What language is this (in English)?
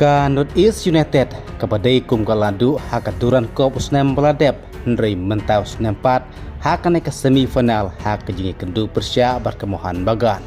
Khasi